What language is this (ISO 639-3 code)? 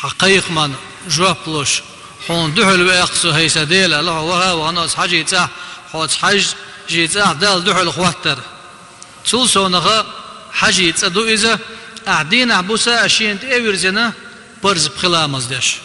che